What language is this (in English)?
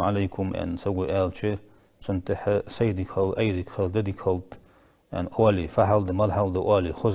Ingush